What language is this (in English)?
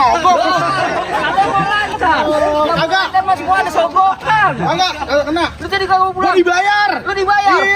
Betawi